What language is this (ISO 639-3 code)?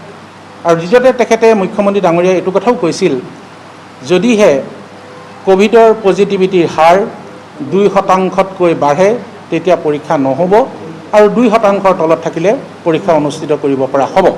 asm